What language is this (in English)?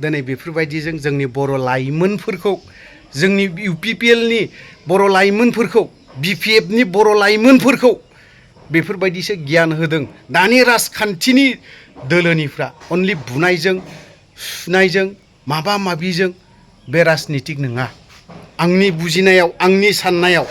Bodo